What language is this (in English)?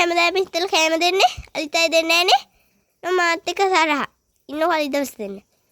Sinhala